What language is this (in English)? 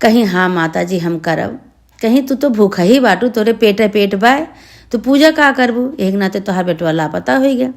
Awadhi